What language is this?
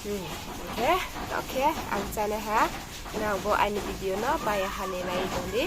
Riang (India)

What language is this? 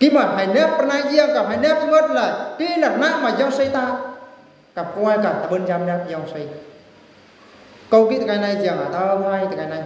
Eastern Bru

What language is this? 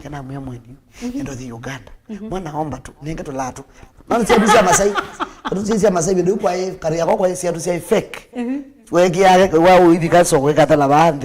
Kamba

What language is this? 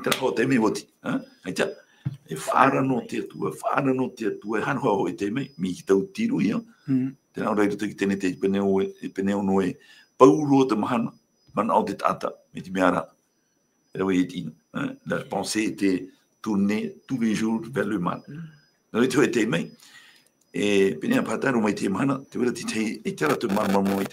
Tahitian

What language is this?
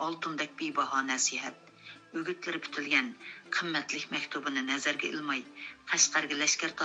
Uyghur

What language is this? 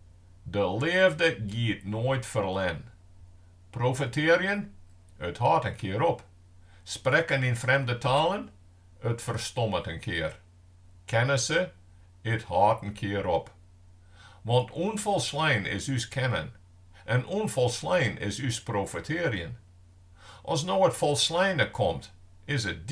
Western Frisian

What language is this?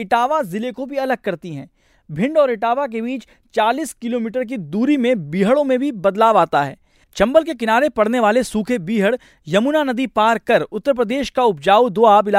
Hindi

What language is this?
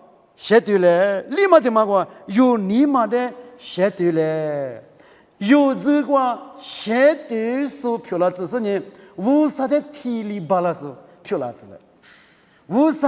Lisu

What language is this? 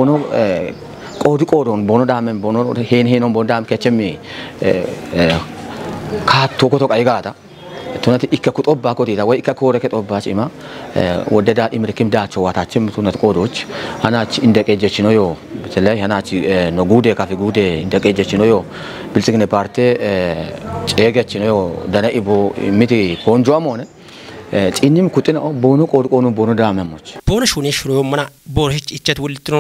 Kafa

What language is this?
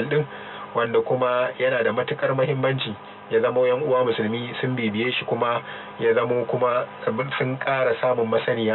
Hausa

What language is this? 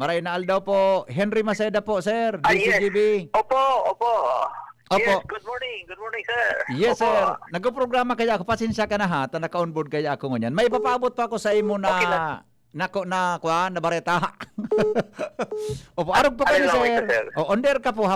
Bikol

